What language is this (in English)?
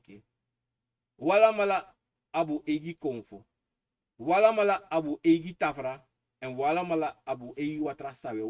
Sranan Tongo